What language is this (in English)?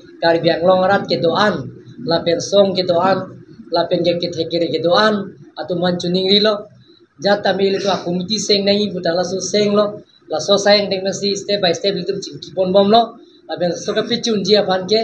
Karbi